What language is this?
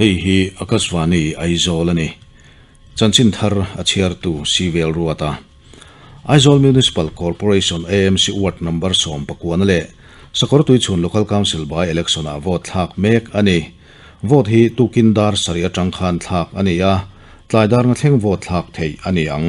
Mizo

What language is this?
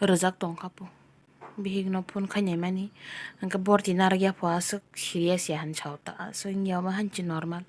Kok Borok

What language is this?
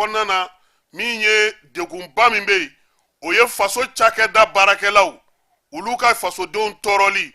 Bambara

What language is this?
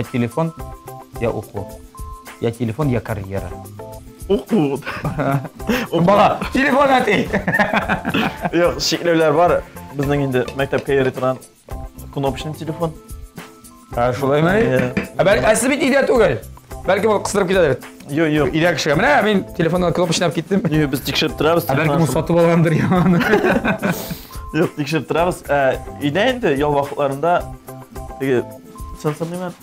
Tatar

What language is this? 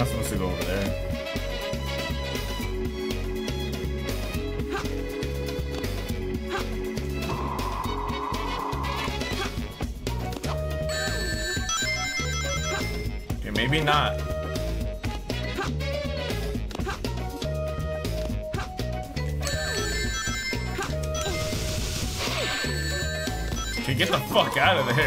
English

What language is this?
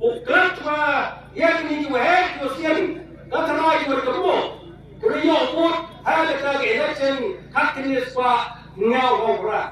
Khasi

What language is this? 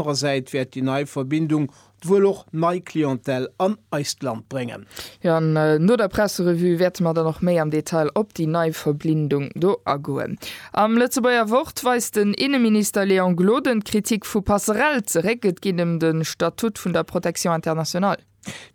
Luxembourgish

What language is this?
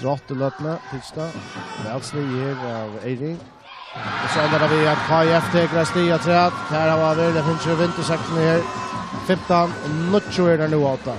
Faroese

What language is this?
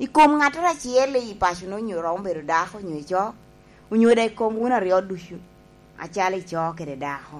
Lango (Uganda)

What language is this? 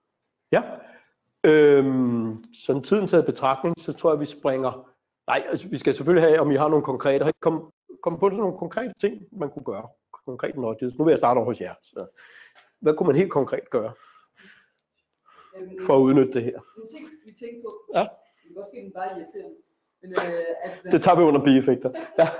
Danish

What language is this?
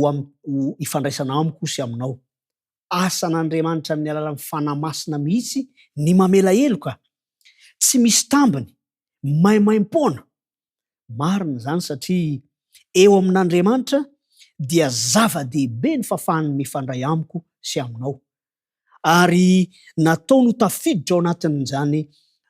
Malagasy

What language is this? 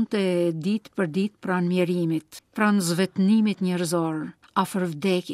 Albanian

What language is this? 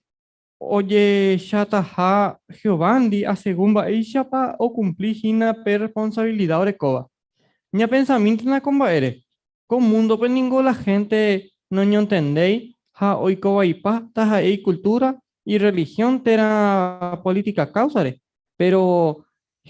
Guarani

